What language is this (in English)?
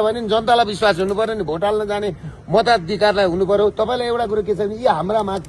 Nepali